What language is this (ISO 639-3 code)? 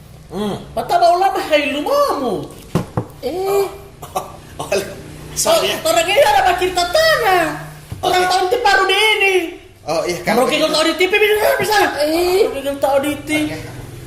xmm